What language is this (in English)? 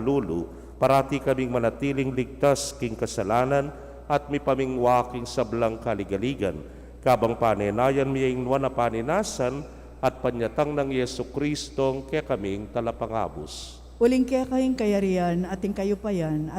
Pampanga